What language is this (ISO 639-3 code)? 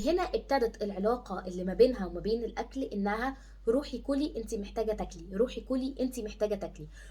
arz